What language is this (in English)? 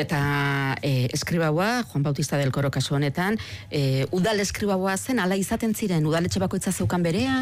Basque